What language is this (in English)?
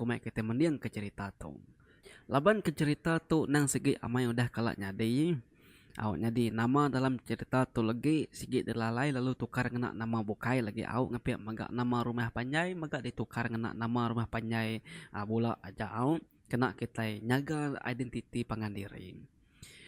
Iban